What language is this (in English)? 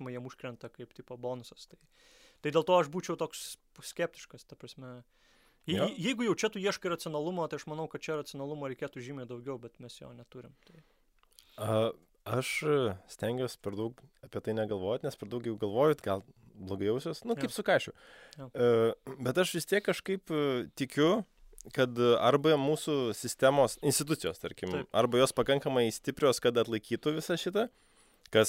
Lithuanian